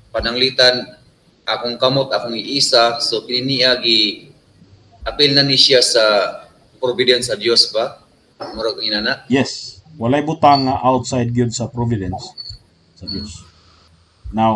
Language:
Cebuano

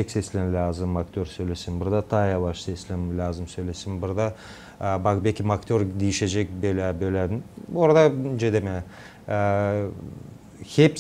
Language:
Gagauz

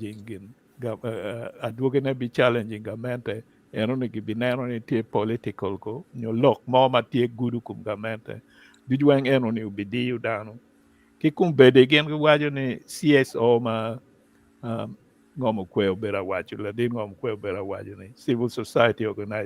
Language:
Acoli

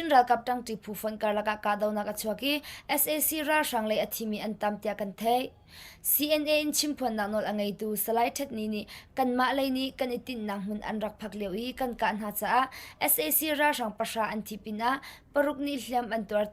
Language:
Hakha Chin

